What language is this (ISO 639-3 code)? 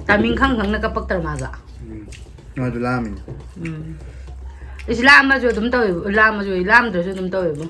mni